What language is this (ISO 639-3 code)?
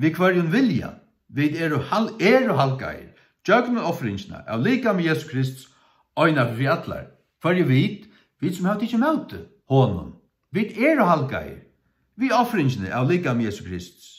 fao